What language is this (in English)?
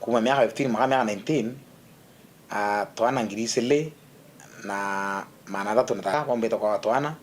Meru